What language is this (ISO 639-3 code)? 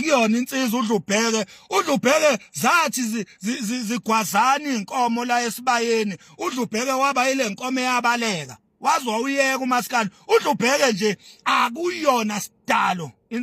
zul